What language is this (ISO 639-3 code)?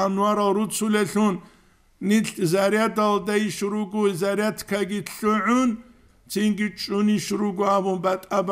ava